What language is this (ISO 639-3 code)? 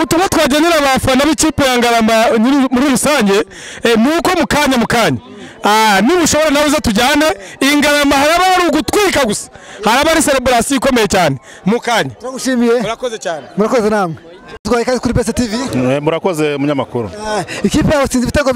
kin